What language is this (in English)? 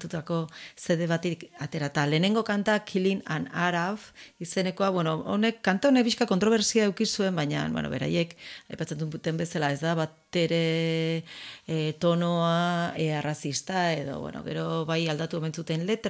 Basque